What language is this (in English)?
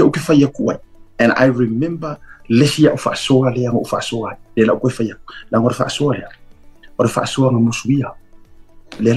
Samoan